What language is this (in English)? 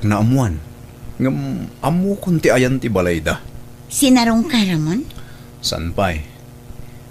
Iloko